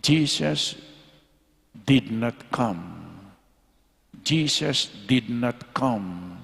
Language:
Pampanga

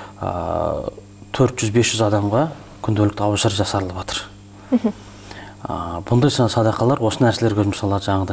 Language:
Kazakh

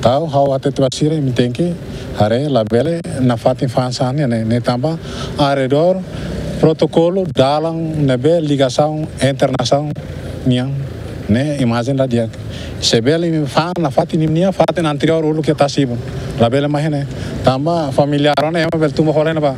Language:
Tetum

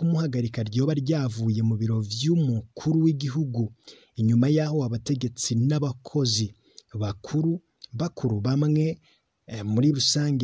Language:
Rundi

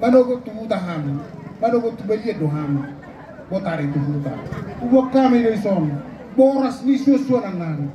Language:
Batak Toba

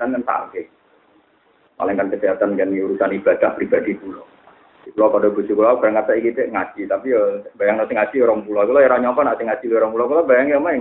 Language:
Indonesian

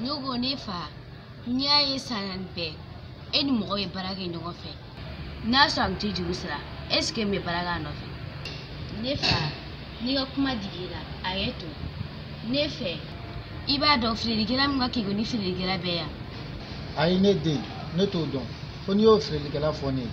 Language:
Bambara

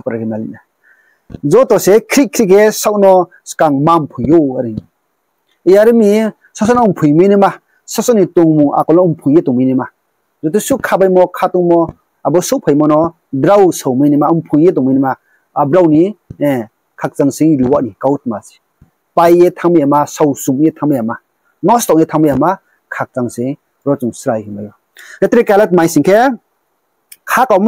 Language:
Riang (India)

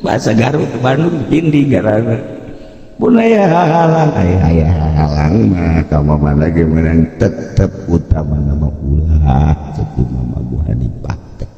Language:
Sundanese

